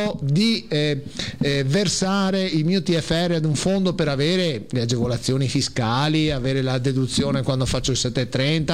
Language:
Italian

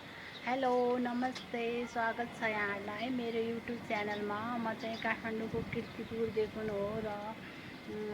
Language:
Nepali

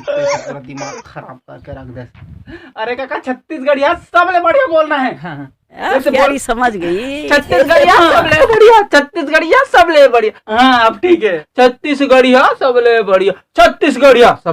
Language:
Chhattisgarhi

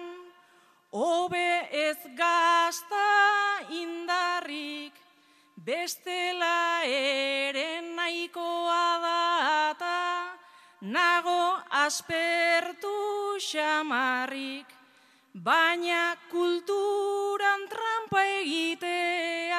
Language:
Basque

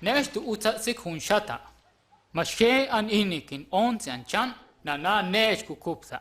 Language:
Huastec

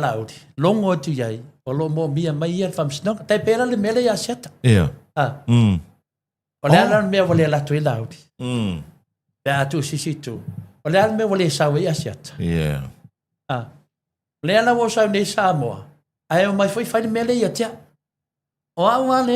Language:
Samoan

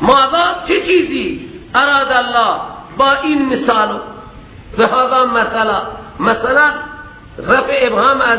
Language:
Persian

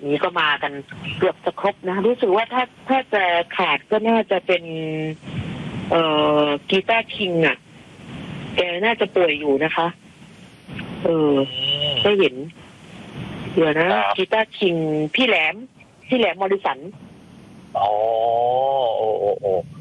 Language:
Thai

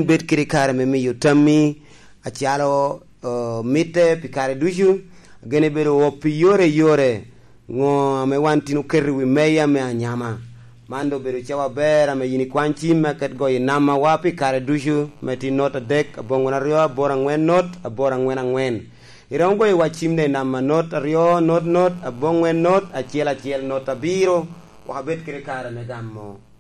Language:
Lango (Uganda)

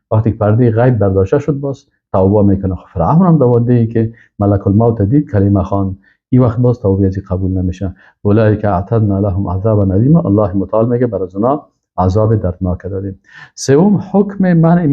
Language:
Persian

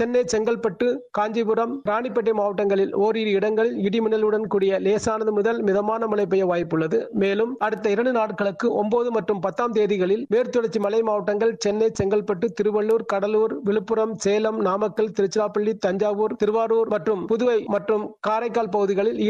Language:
Tamil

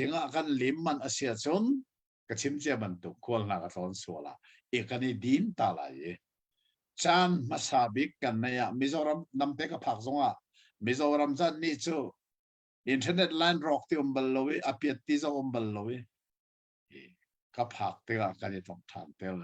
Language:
Hakha Chin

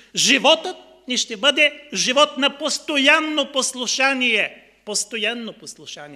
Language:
Bulgarian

